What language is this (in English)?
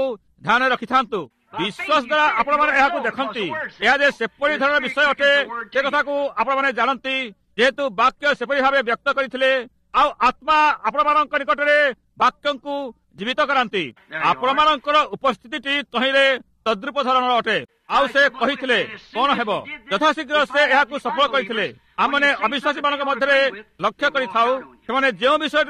Odia